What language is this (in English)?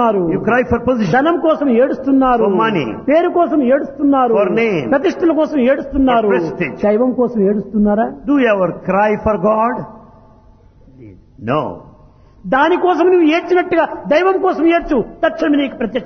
Telugu